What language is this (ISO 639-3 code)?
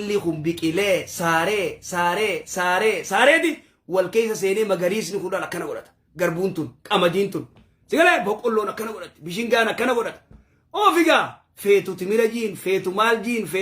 orm